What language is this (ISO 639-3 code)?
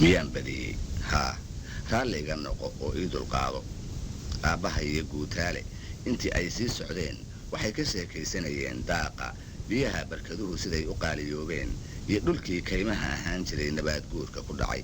som